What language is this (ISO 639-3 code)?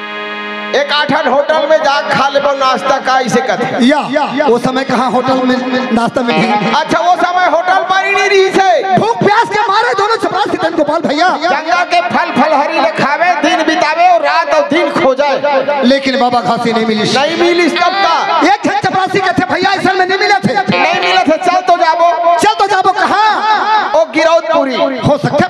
hne